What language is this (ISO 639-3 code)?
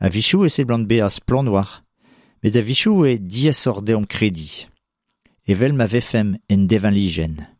bre